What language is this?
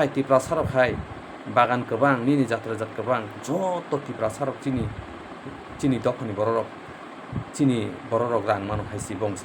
Kok Borok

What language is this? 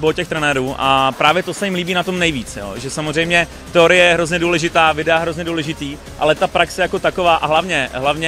Czech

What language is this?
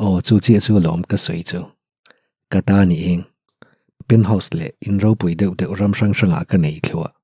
Mizo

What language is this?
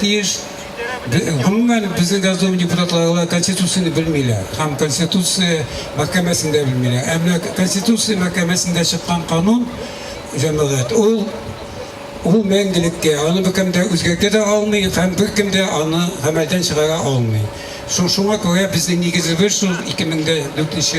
Tatar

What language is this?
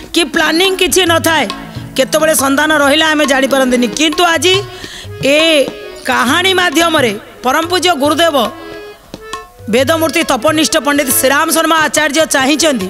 Odia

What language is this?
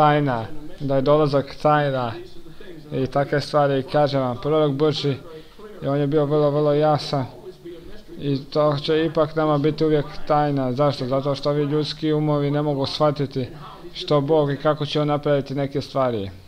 Croatian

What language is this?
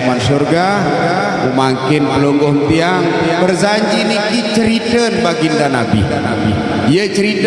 Sasak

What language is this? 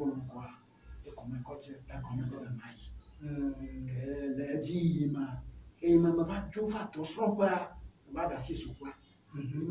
Ewe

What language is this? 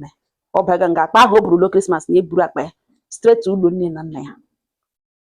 Igbo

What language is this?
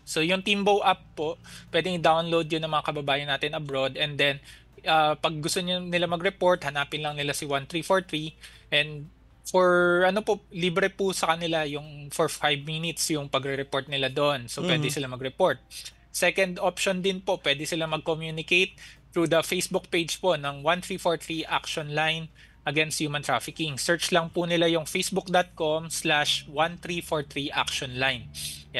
Filipino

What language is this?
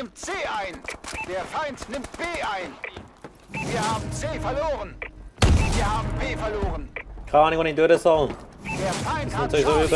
Swiss German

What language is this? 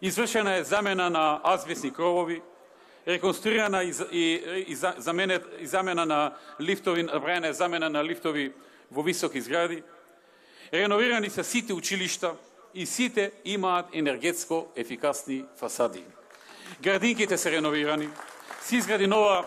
Macedonian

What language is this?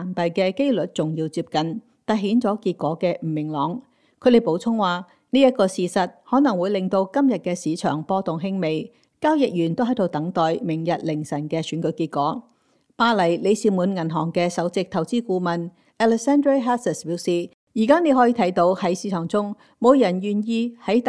Cantonese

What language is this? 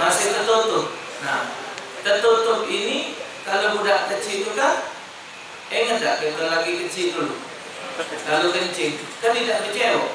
Musi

